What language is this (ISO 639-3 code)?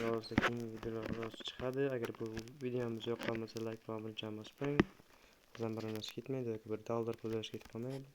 uzb